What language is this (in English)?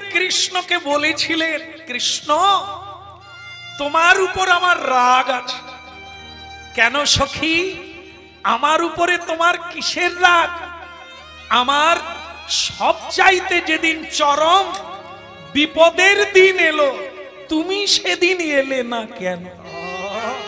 Bangla